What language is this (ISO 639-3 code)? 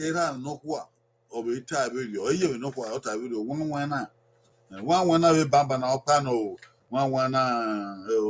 bin